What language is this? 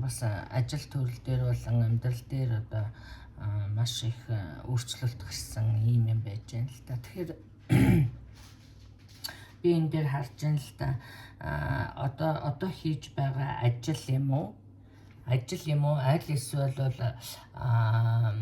Mongolian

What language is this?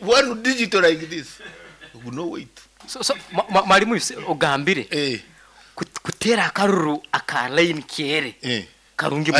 Nyankole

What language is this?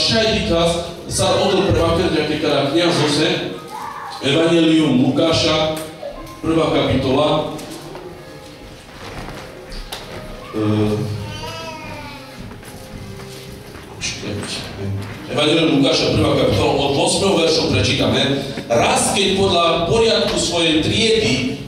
Slovak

